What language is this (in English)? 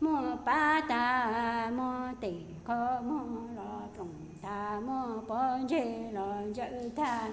Hmong